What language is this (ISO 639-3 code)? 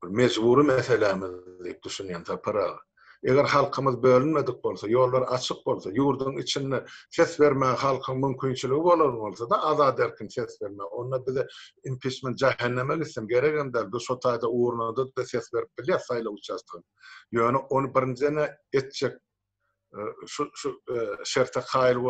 tuk